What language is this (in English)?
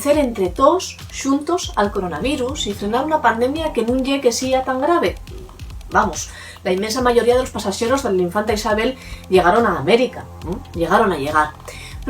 Asturian